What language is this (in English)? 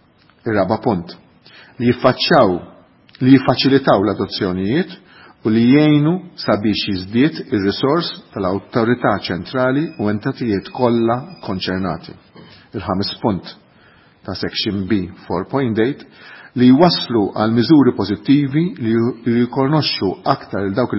Maltese